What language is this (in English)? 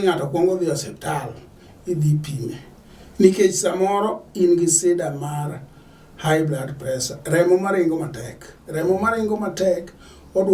Luo (Kenya and Tanzania)